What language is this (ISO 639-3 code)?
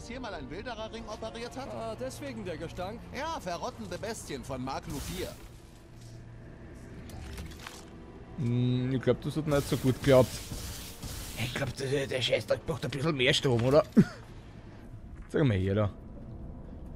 deu